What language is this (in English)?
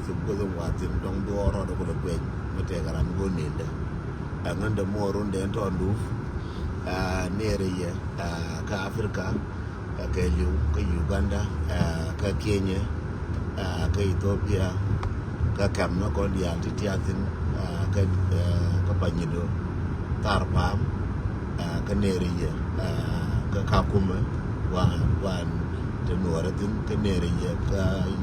Nuer